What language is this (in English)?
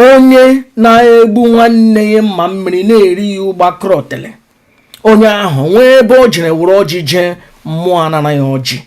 Igbo